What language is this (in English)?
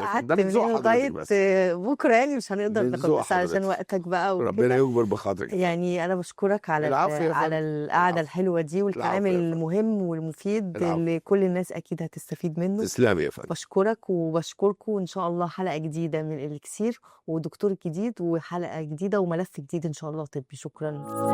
Egyptian Arabic